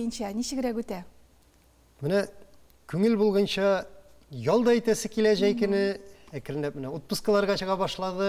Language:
Tatar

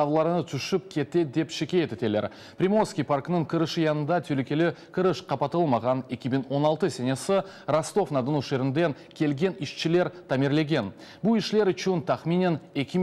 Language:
Crimean Tatar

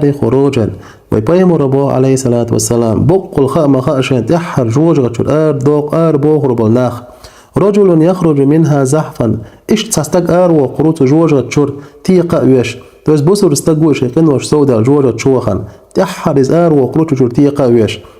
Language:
Chechen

